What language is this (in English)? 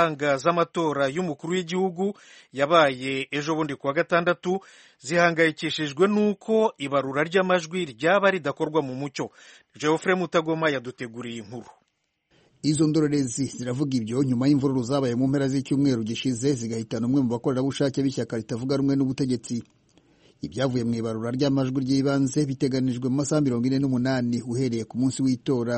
Kinyarwanda